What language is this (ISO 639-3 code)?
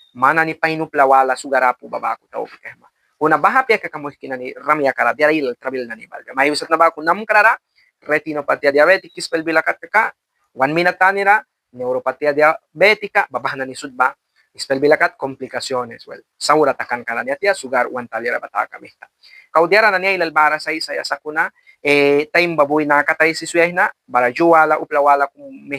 miq